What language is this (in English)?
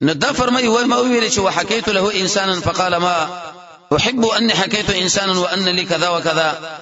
Pashto